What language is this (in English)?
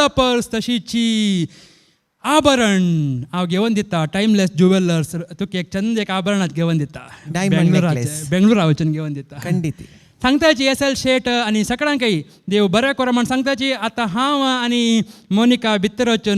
Konkani